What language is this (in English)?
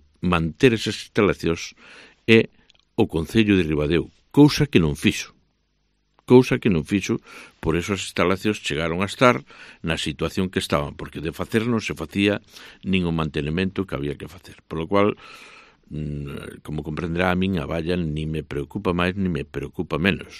Galician